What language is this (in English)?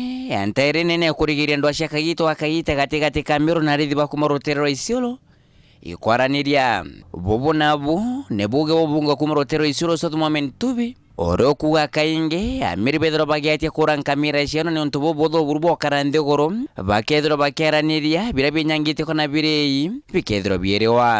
Meru